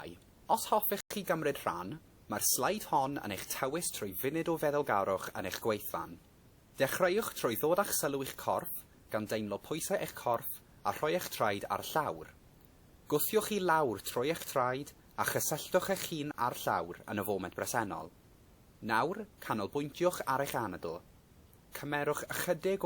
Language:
Welsh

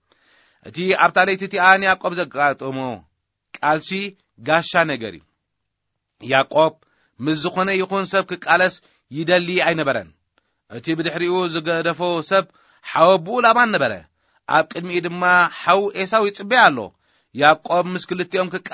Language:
Tigrinya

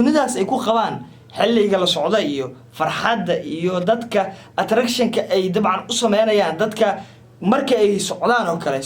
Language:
Somali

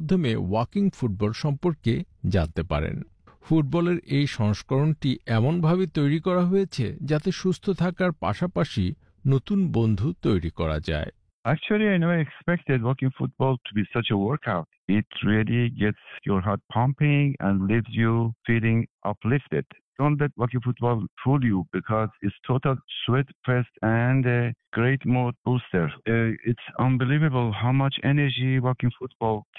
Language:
Bangla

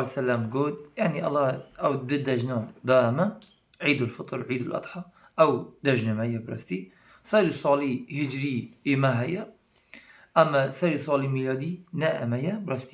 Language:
Kurdish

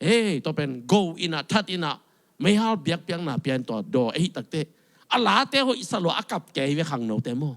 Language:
Tedim Chin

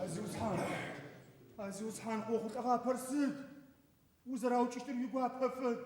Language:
Adyghe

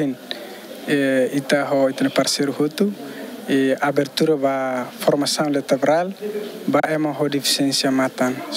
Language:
Tetum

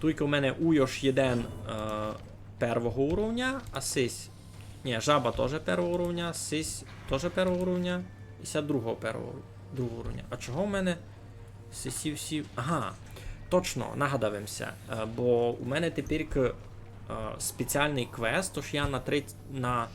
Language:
Rusyn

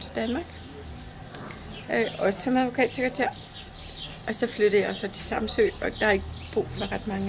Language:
Danish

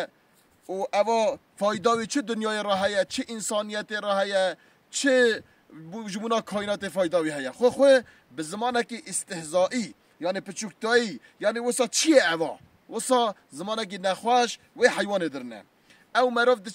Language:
Kurdish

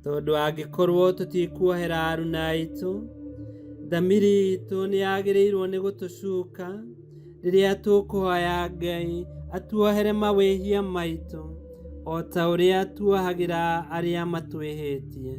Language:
Kikuyu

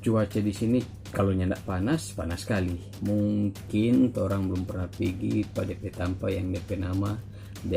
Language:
Manado Malay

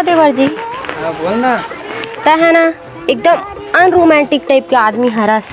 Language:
Chhattisgarhi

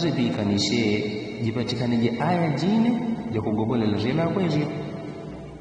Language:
Yao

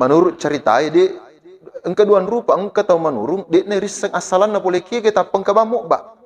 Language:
Buginese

